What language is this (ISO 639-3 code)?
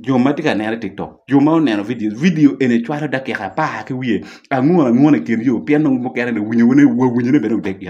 ach